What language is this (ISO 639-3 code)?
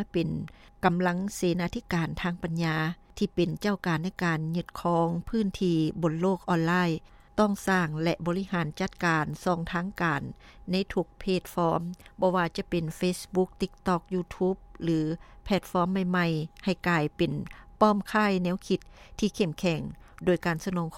lao